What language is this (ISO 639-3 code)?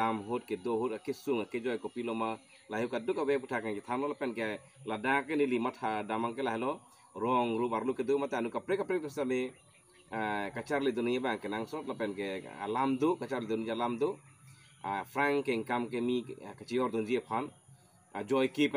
mjw